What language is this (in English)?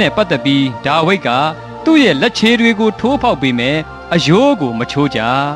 Burmese